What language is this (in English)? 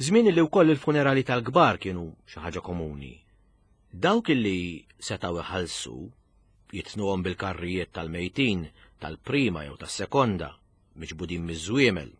Maltese